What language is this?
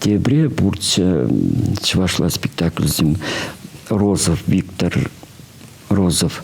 Chuvash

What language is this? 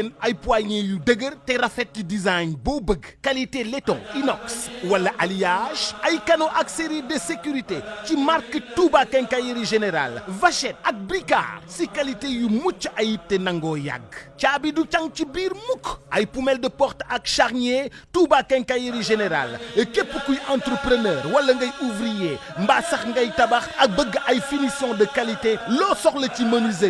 Wolof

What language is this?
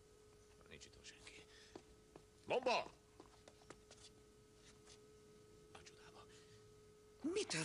Hungarian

